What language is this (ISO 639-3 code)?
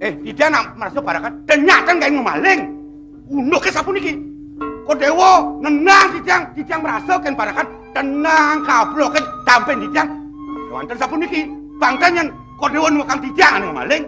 ban